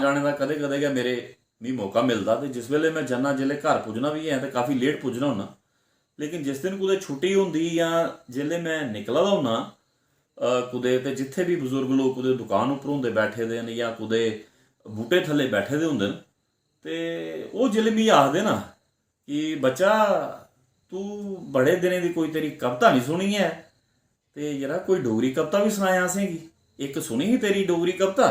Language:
Dogri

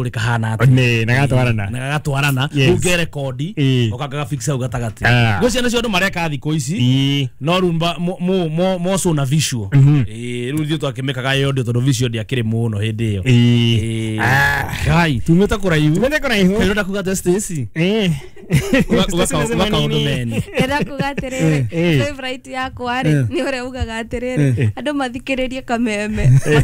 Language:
Kikuyu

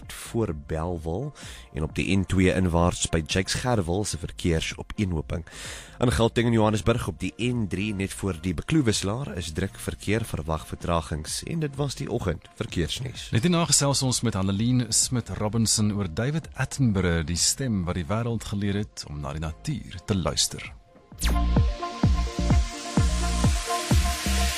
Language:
Afrikaans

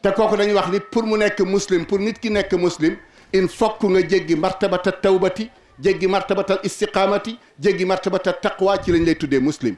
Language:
Wolof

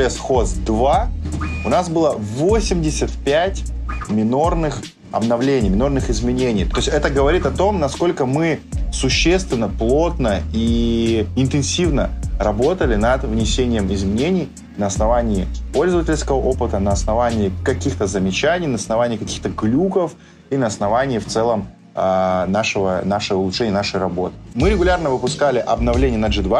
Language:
Russian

